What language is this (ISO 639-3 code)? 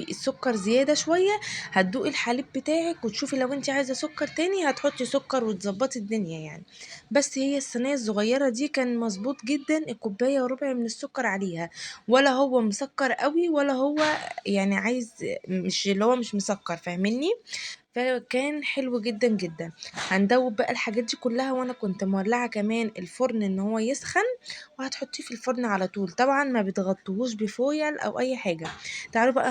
arz